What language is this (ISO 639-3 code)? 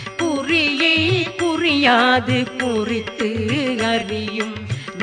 tam